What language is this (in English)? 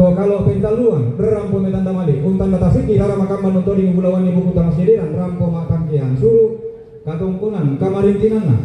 Toraja-Sa'dan